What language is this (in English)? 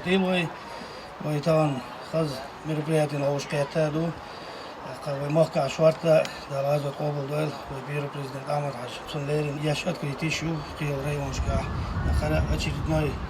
Chechen